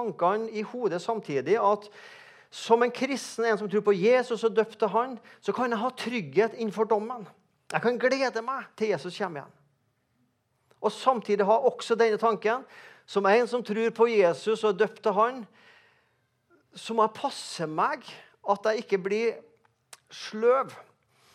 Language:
Norwegian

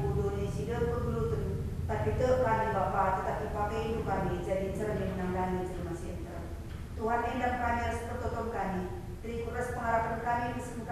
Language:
Batak Karo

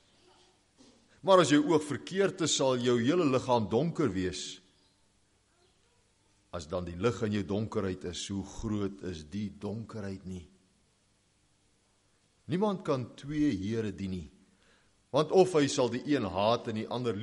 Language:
Afrikaans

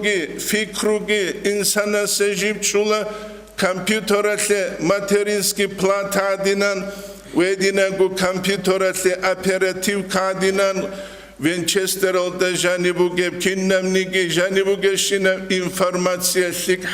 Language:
Avaric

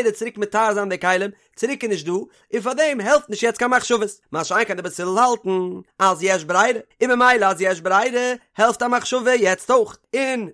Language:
Yiddish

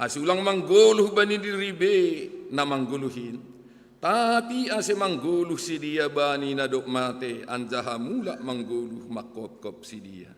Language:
Batak Simalungun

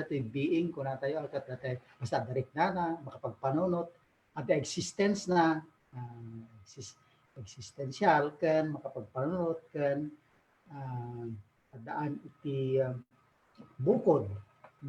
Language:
Iloko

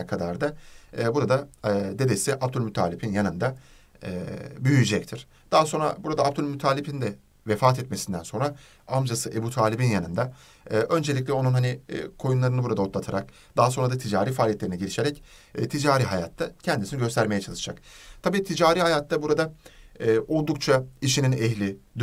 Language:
Turkish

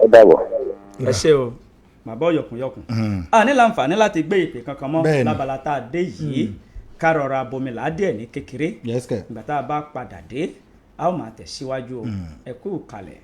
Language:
Yoruba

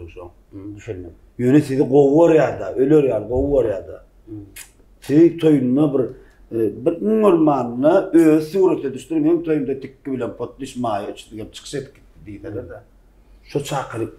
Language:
Turkmen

